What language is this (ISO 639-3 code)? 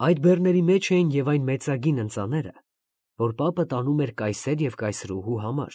hye